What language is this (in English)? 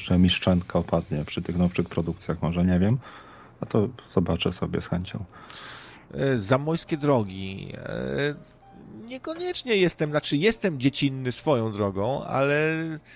Polish